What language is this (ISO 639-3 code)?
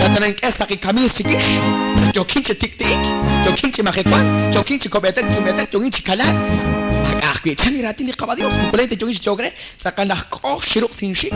kek